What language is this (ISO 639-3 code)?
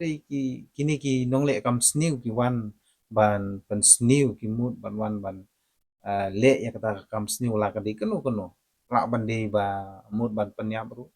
kha